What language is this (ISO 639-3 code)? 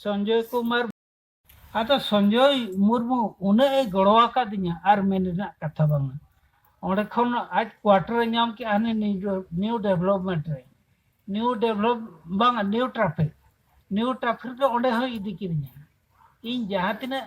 sat